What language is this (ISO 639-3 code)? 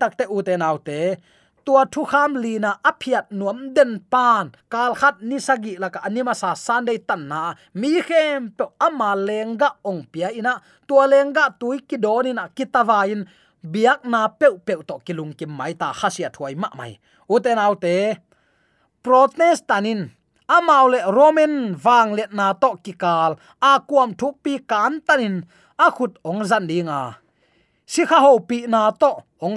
ctd